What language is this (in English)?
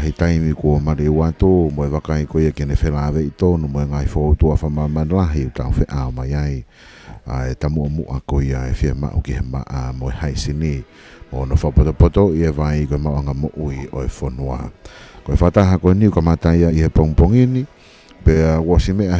Tongan